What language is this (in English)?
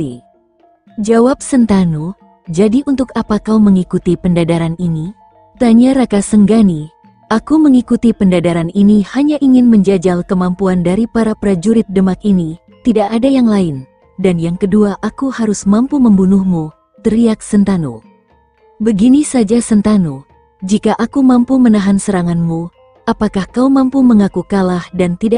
Indonesian